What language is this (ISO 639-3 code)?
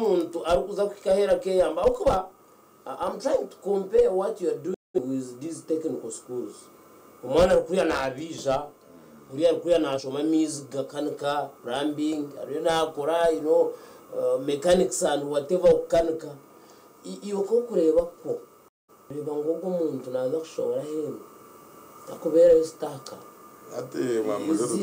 nyn